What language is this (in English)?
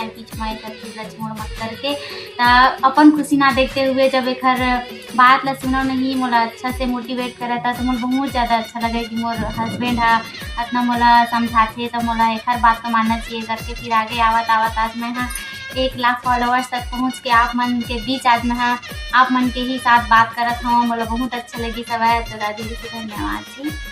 Chhattisgarhi